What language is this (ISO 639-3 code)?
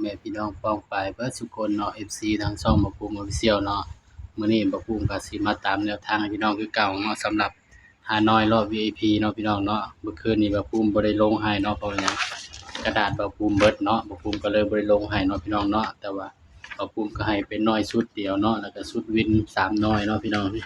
tts